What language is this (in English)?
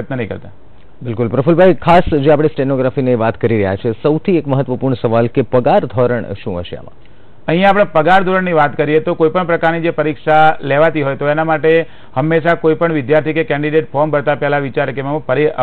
Gujarati